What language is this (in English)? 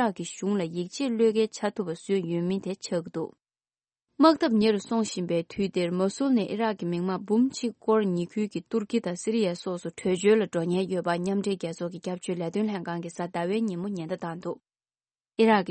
Tibetan